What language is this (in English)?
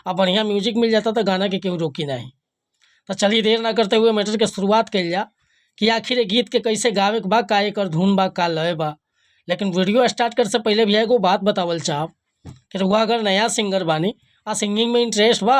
Bhojpuri